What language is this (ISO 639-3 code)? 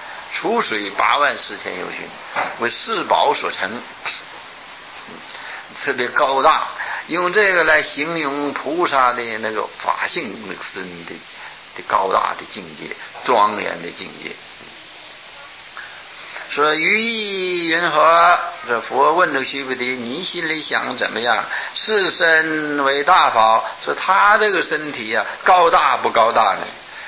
zho